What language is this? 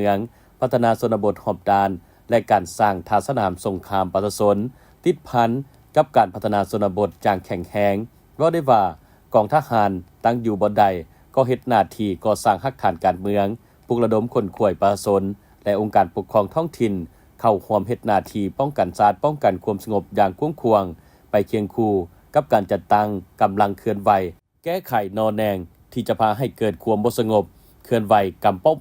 Lao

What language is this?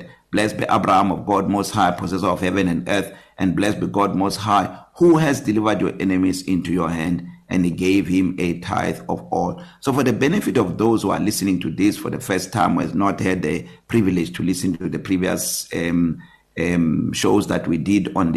English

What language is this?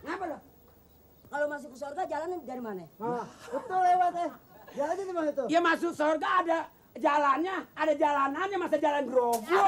Betawi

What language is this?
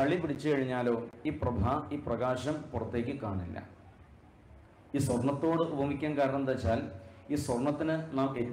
Malayalam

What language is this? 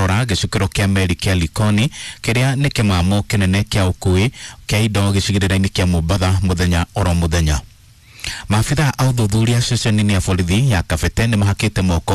Kikuyu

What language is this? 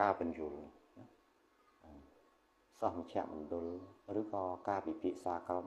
Khmer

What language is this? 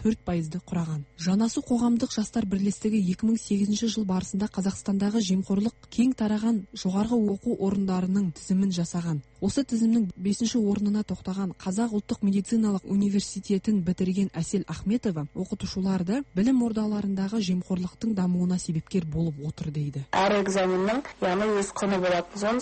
Kazakh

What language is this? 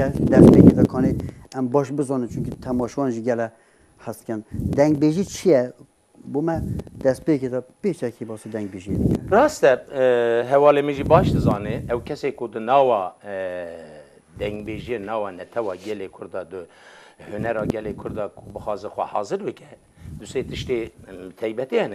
Kurdish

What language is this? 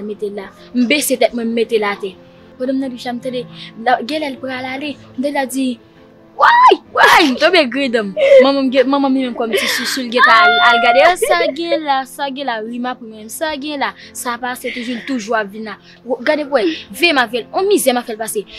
Haitian Creole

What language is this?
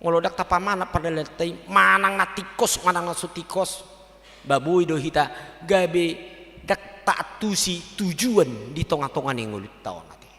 Batak Toba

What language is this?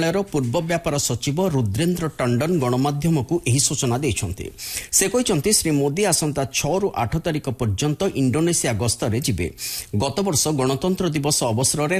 Odia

